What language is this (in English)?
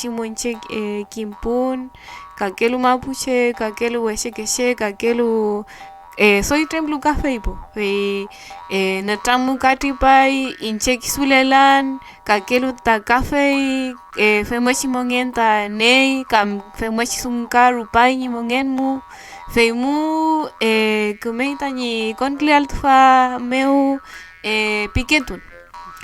Mapuche